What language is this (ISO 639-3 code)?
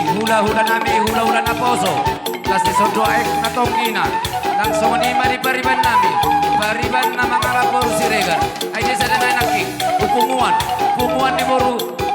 bbc